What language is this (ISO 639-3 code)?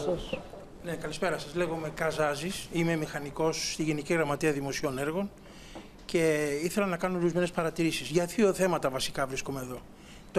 ell